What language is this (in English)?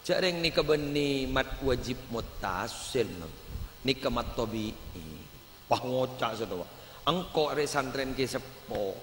Madurese